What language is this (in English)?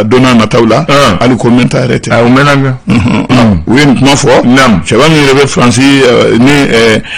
Bambara